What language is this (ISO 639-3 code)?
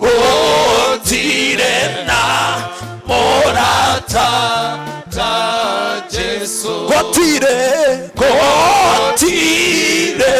kik